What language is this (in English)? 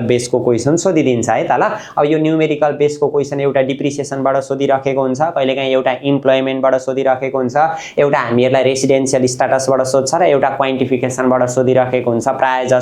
Nepali